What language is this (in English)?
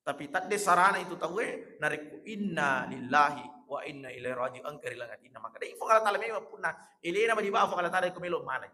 Buginese